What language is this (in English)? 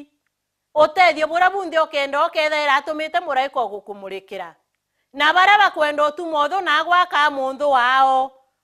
Meru